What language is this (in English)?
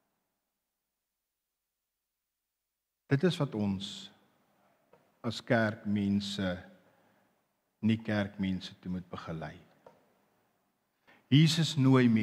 Afrikaans